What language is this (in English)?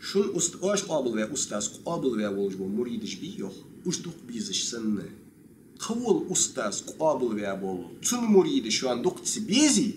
Ingush